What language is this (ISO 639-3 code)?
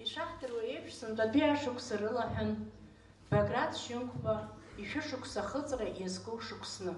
abk